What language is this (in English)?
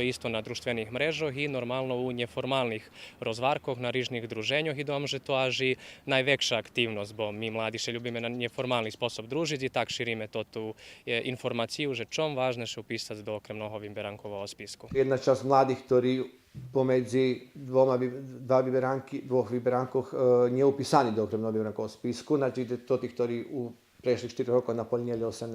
Rusyn